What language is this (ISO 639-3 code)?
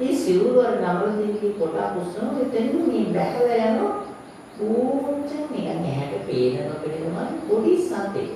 sin